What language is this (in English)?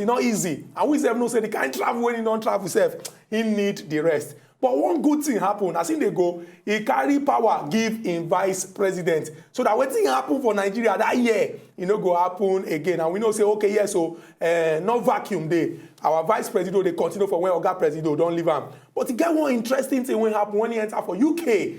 Nigerian Pidgin